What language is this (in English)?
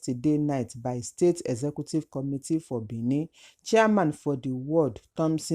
Nigerian Pidgin